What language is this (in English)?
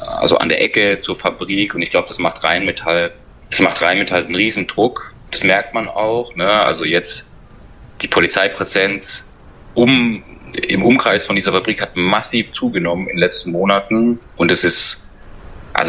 German